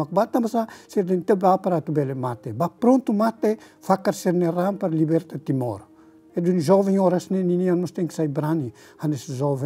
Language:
Tetum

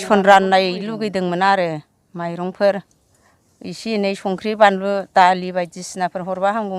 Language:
Bodo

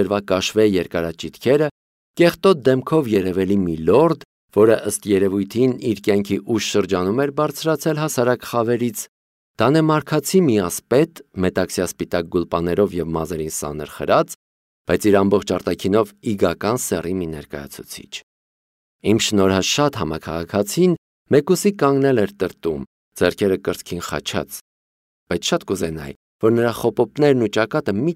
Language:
Armenian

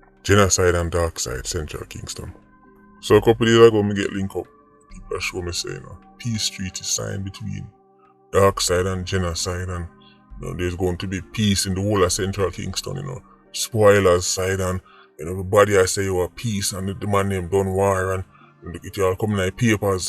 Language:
Jamaican Creole English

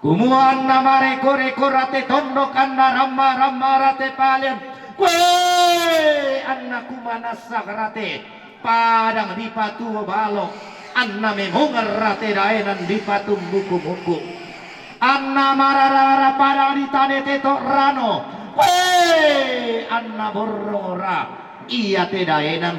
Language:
Toraja-Sa'dan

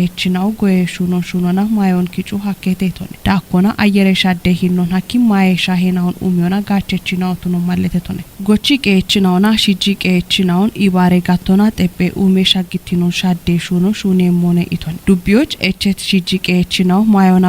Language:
Kafa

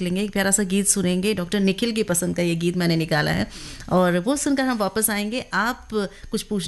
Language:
Hindi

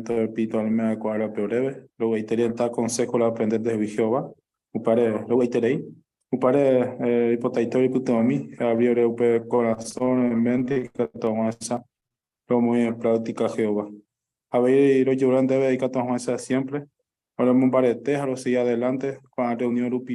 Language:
Guarani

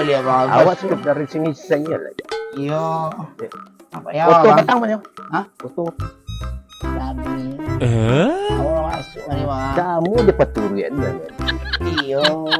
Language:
Minangkabau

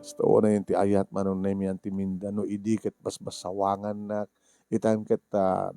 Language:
Iloko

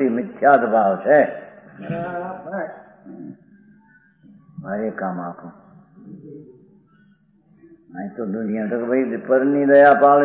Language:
Gujarati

